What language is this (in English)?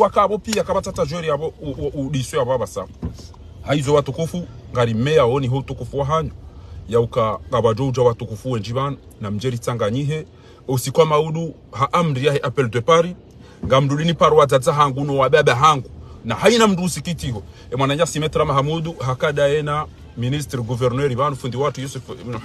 Ngazidja Comorian